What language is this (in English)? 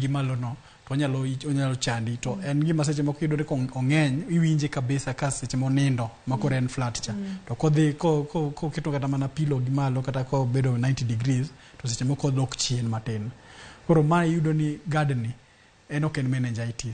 Luo (Kenya and Tanzania)